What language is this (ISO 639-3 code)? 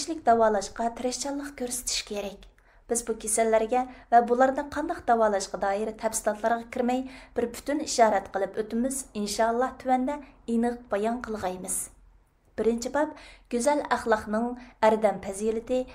uig